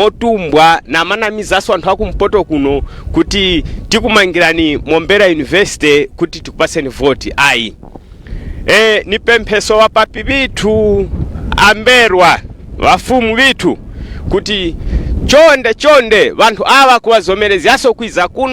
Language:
Nyanja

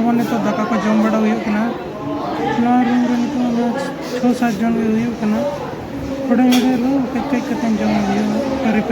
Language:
Santali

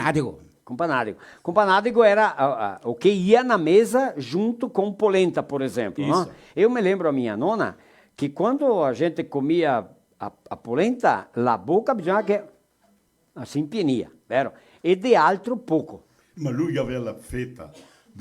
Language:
Venetian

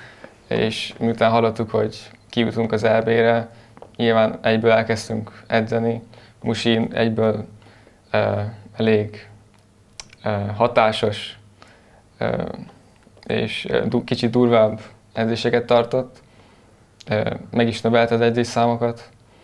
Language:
Hungarian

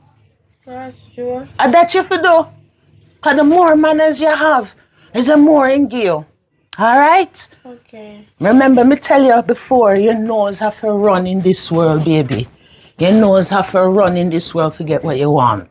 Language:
Jamaican Creole English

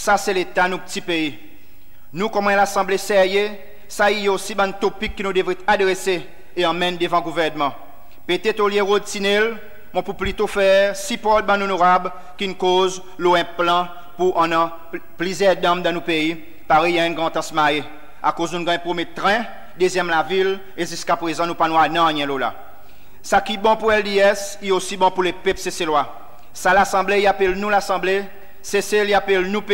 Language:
Seselwa Creole French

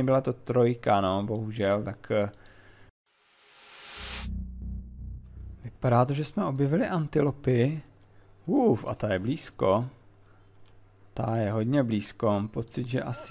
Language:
Czech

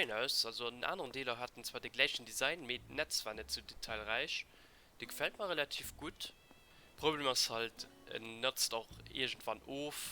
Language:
Luxembourgish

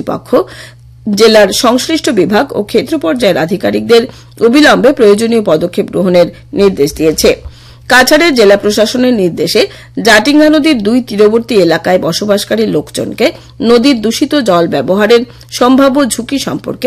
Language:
Bangla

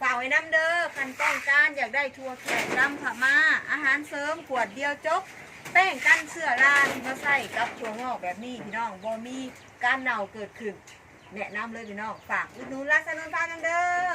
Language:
Northeastern Thai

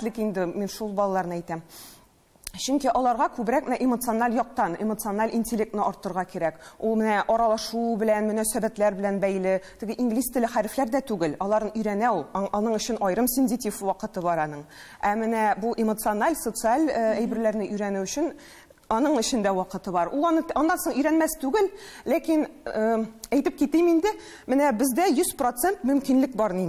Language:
Tatar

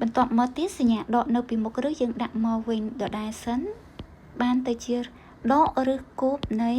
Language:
Khmer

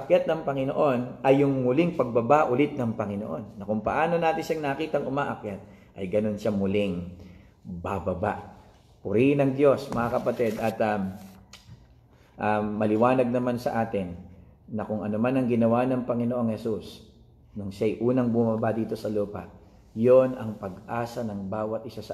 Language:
Filipino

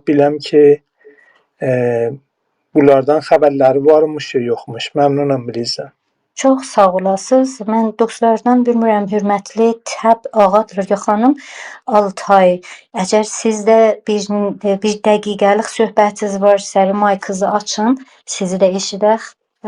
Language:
South Azerbaijani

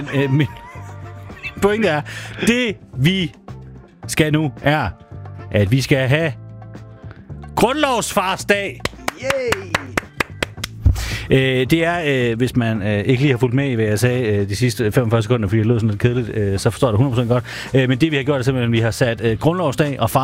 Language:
Danish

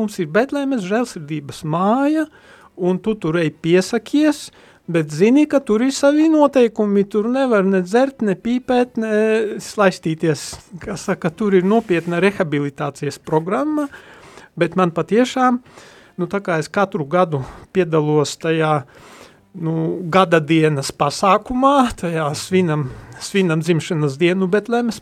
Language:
Latvian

